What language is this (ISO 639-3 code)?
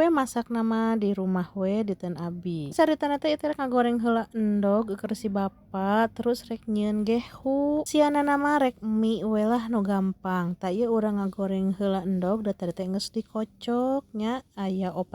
sun